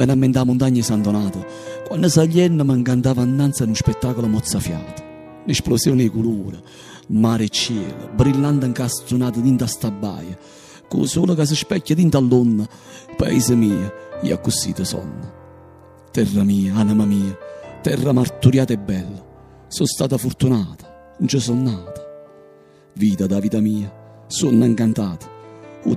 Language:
Italian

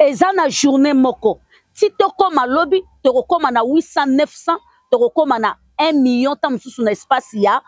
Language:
Lingala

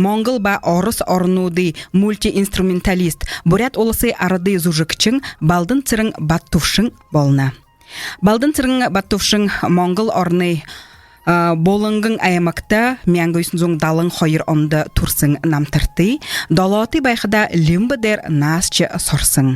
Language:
Buriat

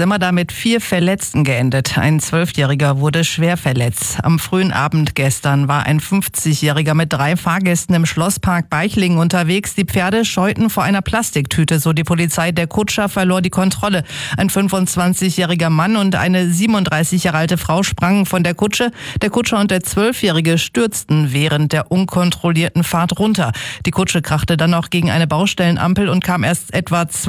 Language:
German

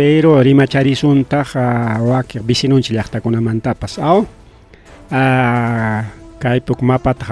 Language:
Ayacucho Quechua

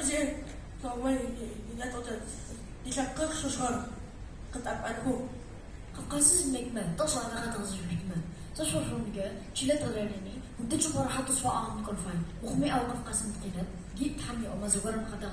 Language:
Adyghe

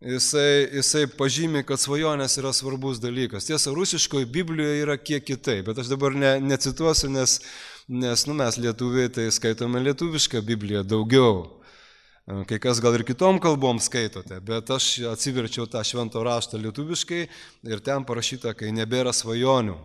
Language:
Lithuanian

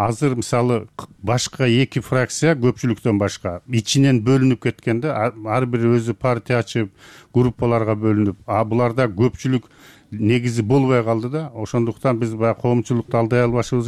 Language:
Kyrgyz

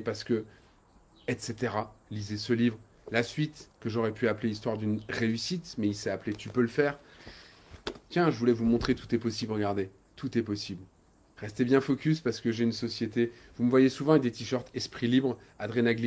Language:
French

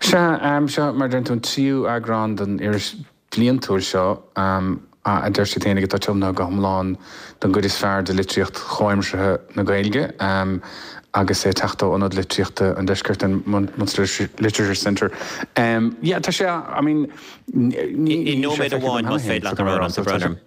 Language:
Irish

